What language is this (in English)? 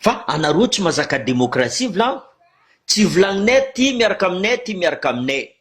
Malagasy